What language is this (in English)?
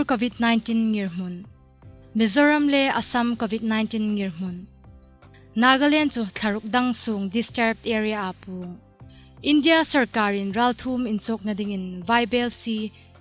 Hmar